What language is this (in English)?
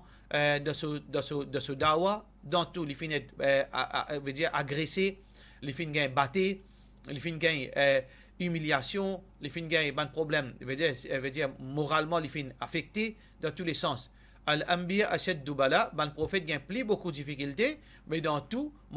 Morisyen